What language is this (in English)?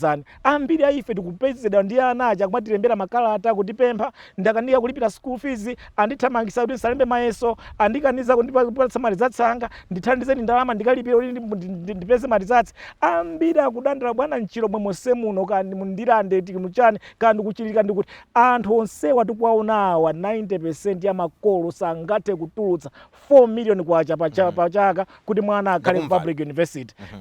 Nyanja